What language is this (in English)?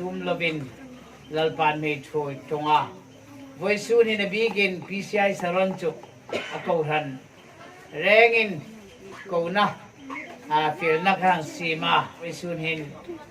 Hmar